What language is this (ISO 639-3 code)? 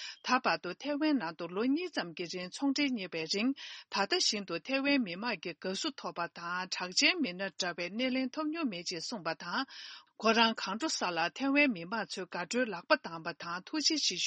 bod